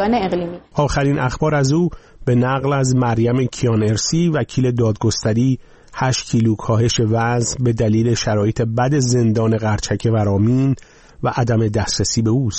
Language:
Persian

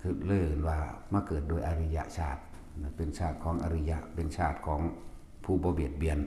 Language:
Northeastern Thai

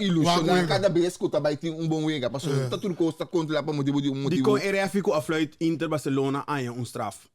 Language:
Papiamento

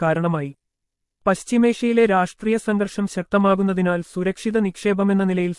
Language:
Malayalam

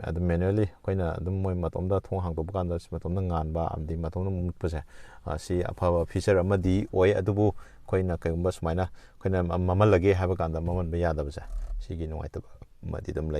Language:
Manipuri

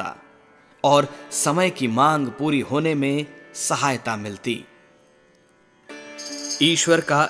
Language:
Hindi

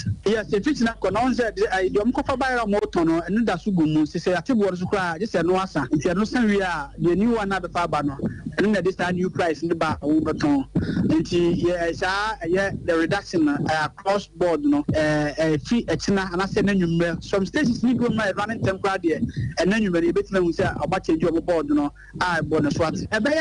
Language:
Akan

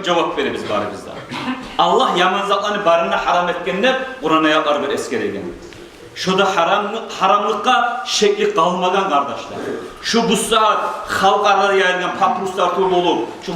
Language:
Kumyk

